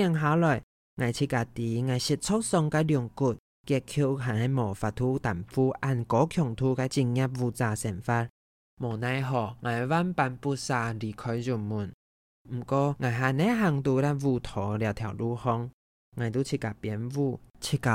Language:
Hakka Chinese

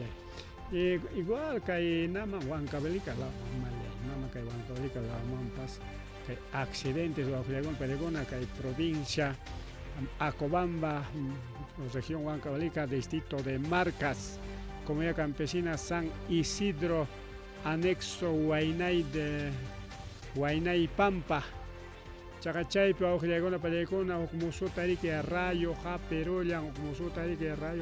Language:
Ayacucho Quechua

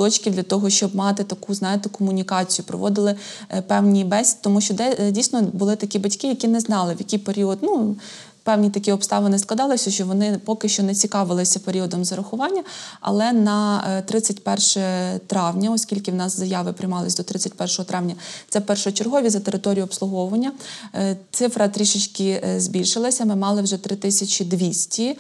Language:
Ukrainian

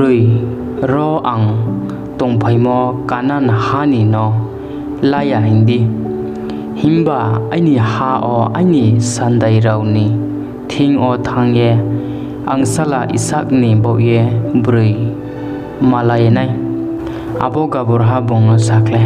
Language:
Riang (India)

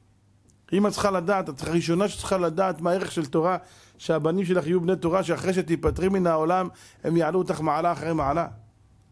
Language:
Hebrew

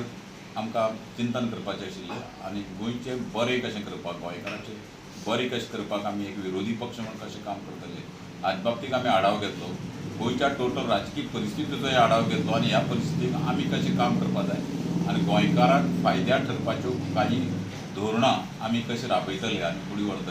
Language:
Konkani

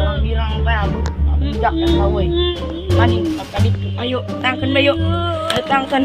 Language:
Sundanese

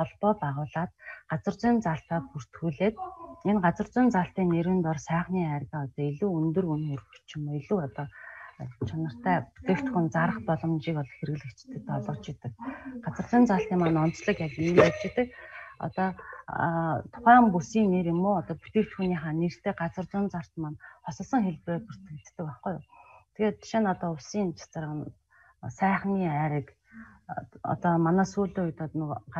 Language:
Mongolian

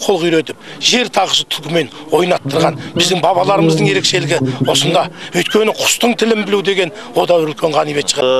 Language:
Kazakh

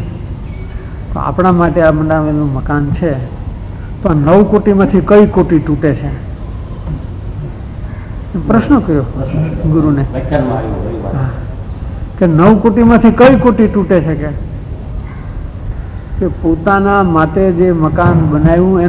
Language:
Gujarati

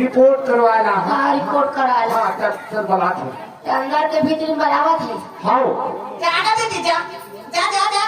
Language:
Chhattisgarhi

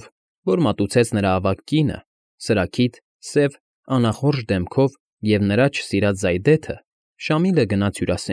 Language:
Armenian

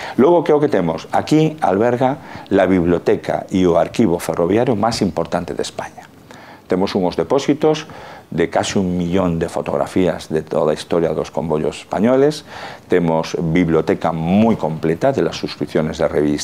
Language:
Galician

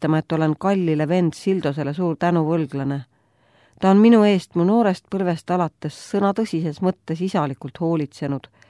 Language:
Estonian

